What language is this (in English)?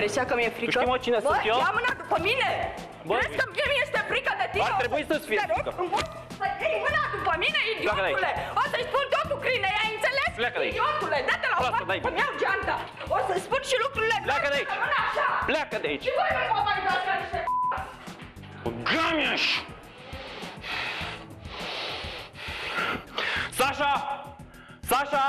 Romanian